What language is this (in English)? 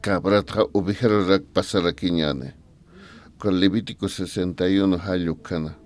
Aymara